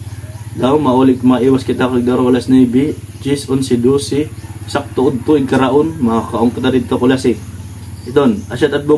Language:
Waray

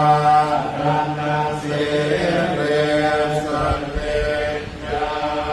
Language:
Pali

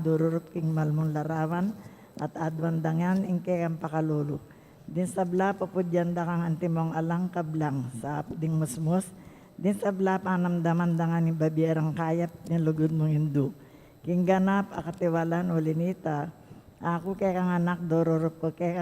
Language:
Pampanga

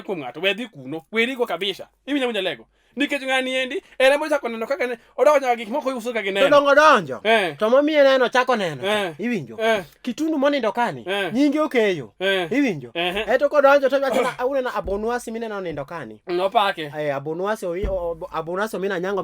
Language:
Luo (Kenya and Tanzania)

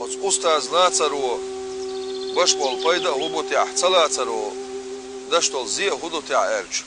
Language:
Chechen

